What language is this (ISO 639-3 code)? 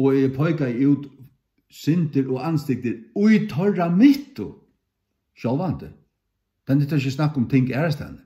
fao